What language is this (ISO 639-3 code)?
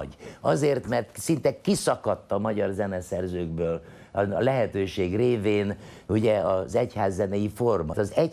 hun